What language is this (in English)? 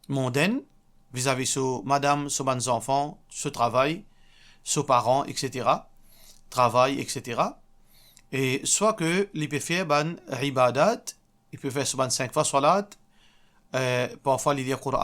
Morisyen